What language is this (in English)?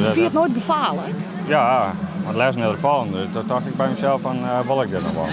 Western Frisian